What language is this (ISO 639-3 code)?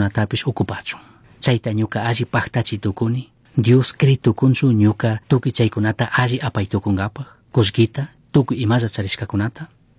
qug